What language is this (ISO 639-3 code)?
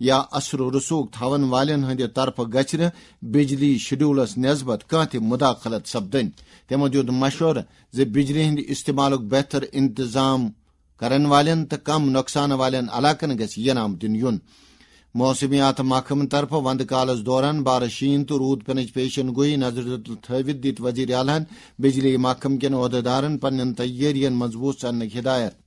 kas